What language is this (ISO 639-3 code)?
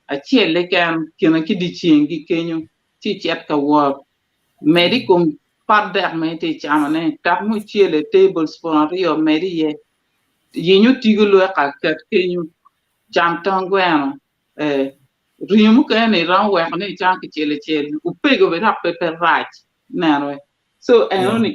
ach